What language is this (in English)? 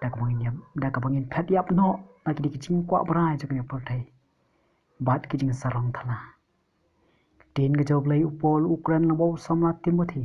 Khasi